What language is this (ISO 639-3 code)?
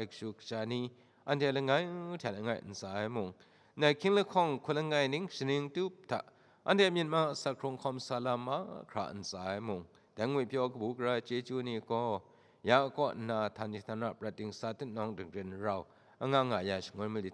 kac